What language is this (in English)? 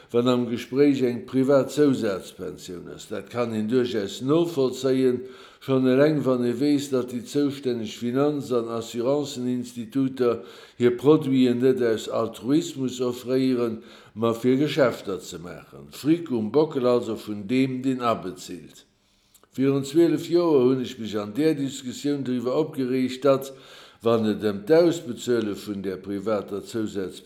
Luxembourgish